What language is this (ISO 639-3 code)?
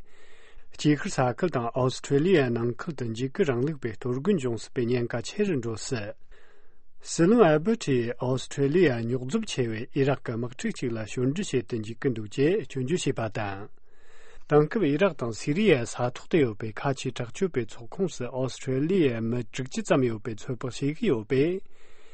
bod